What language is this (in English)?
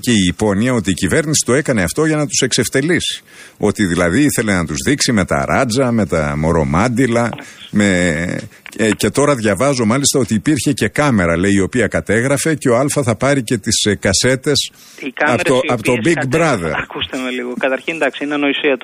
Greek